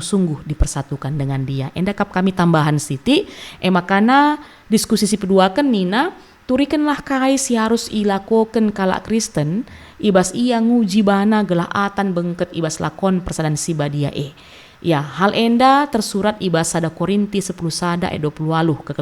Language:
Batak Karo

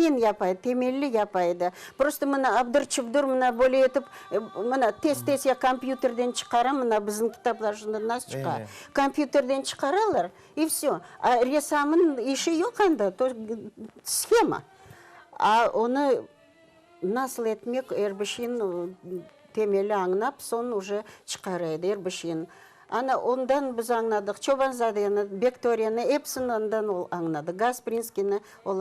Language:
Crimean Tatar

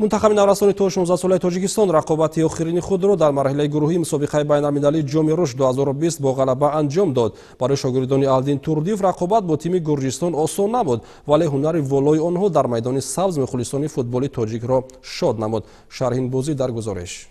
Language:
Tajik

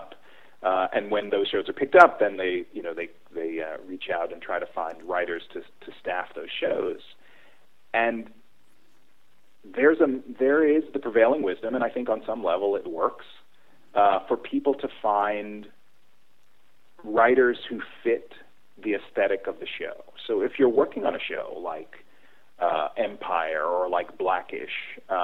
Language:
English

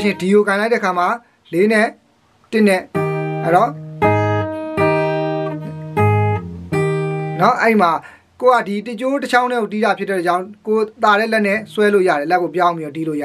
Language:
Burmese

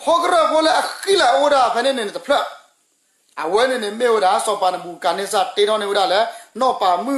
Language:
S'gaw Karen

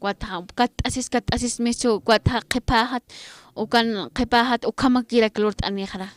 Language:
Aymara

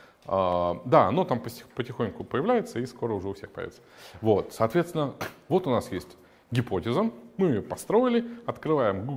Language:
Russian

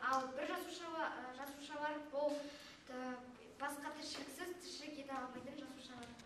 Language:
Kazakh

